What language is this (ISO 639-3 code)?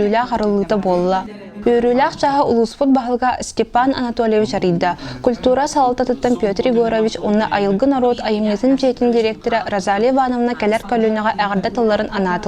sah